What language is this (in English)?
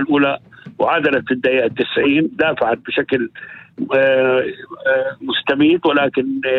North Levantine Arabic